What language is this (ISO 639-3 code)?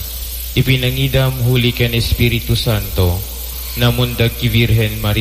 bik